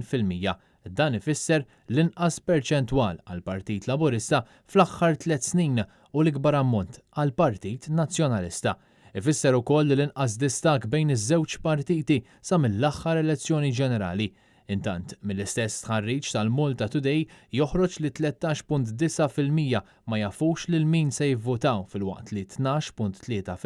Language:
Maltese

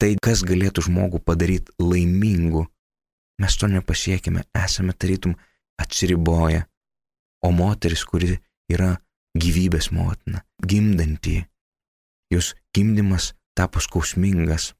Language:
Lithuanian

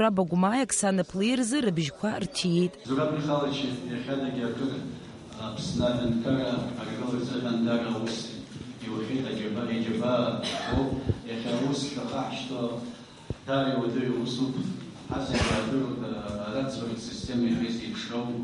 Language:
Abkhazian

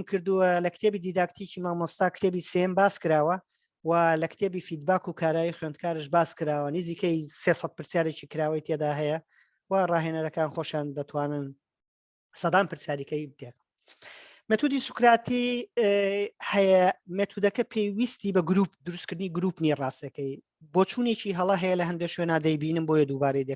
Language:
Central Kurdish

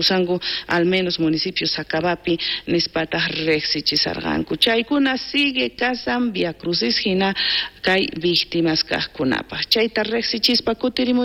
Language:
South Bolivian Quechua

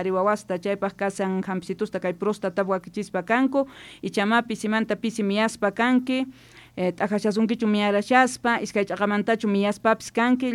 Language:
Quechua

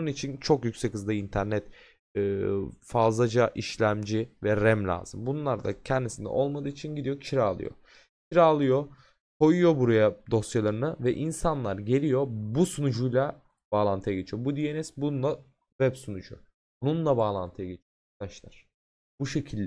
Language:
Turkish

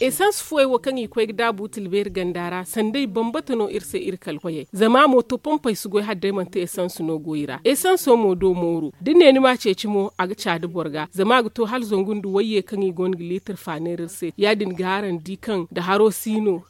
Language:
Zarma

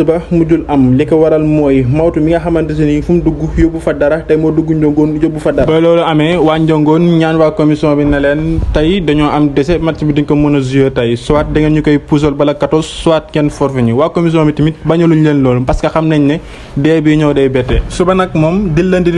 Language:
Wolof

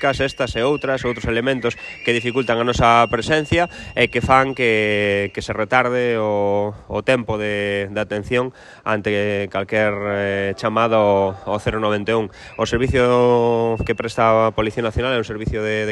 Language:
Galician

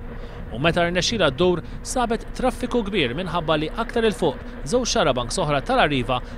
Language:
Maltese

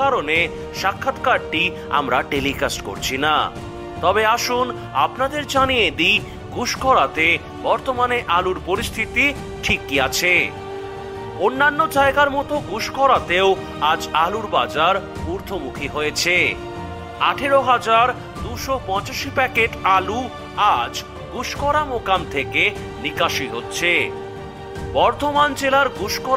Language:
Bangla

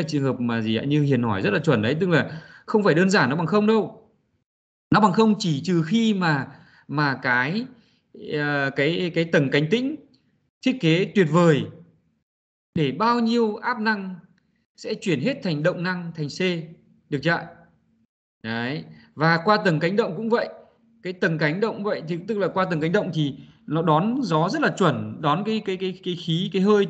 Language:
Vietnamese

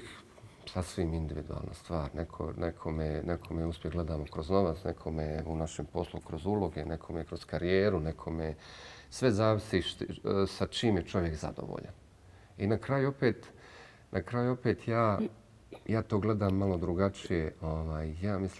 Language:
Bosnian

